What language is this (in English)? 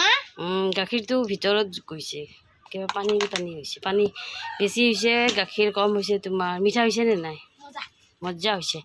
Assamese